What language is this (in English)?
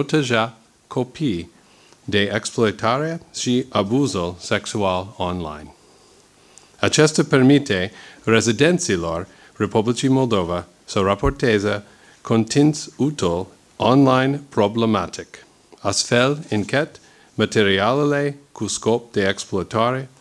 Romanian